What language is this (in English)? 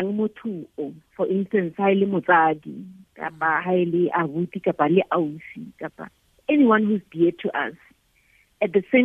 Tswana